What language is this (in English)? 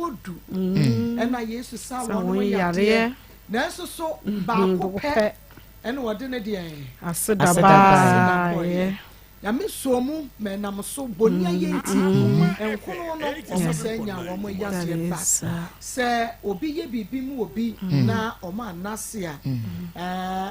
Akan